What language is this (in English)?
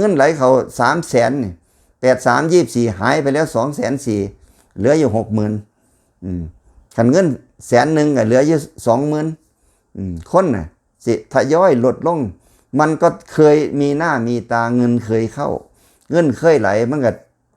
Northeastern Thai